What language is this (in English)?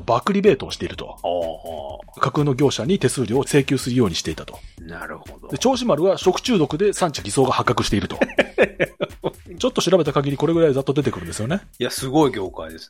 Japanese